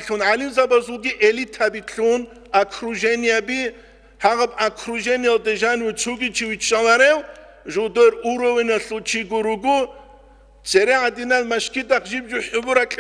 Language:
Avaric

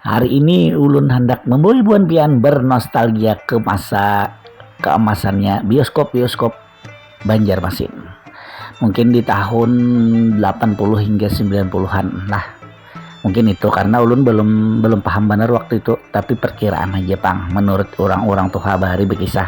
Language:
Banjar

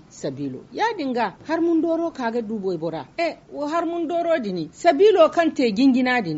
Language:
Zarma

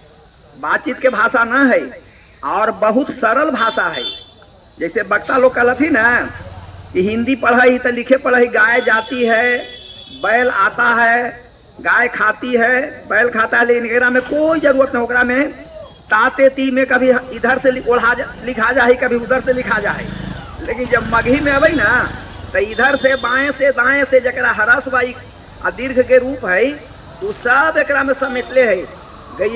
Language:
Magahi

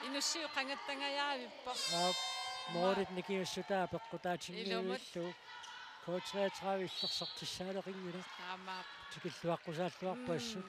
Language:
Kalaallisut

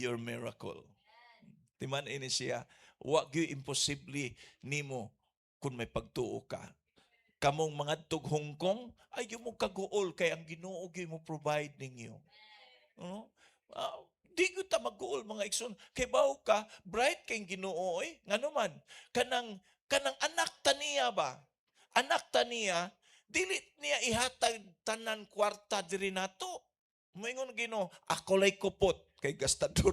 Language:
Cebuano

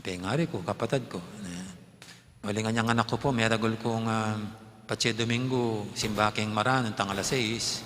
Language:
Pampanga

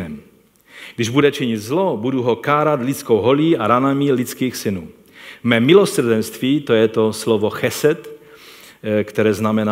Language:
Czech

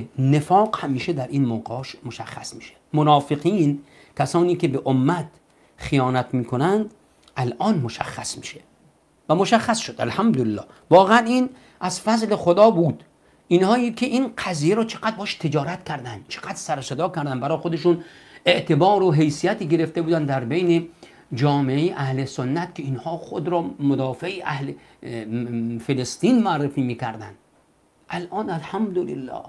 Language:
Persian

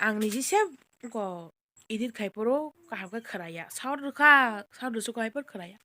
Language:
Kok Borok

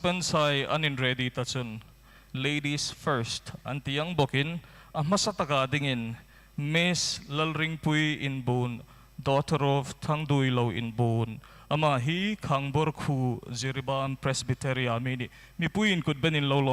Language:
Hmar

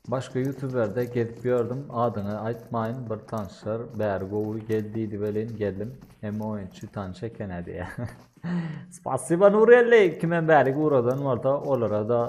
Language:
Turkmen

